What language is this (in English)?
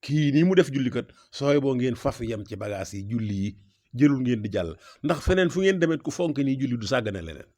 Wolof